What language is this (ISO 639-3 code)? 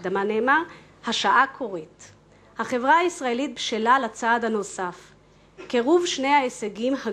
heb